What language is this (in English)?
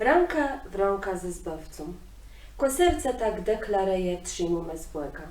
Kashubian